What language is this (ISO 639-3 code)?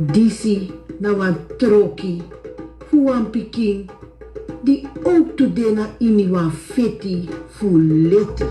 srn